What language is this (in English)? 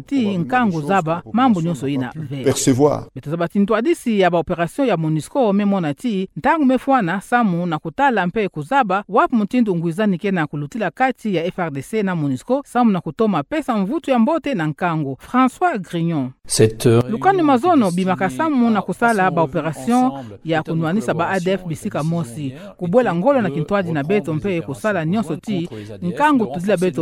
Kituba (Democratic Republic of Congo)